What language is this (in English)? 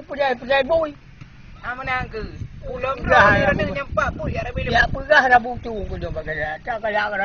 Achinese